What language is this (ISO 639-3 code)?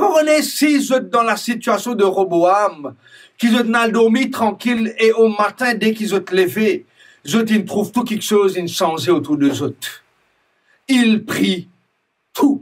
mfe